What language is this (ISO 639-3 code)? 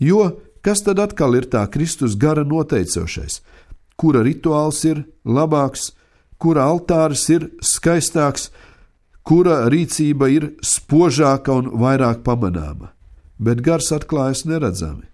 lav